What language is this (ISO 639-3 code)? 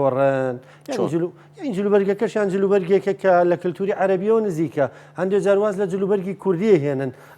ckb